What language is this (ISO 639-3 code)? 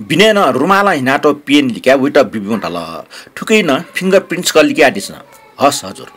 new